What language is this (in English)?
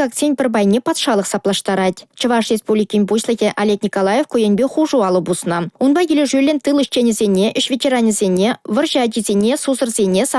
Chuvash